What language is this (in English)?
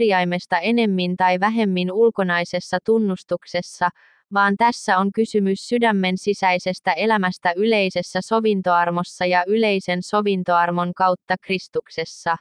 Finnish